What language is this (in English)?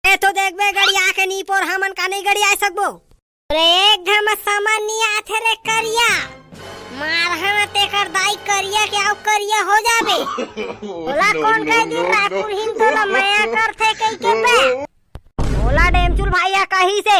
Chhattisgarhi